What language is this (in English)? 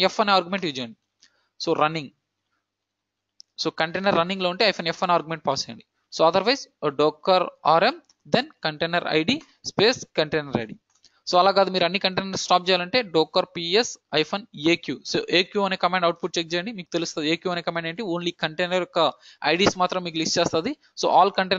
Telugu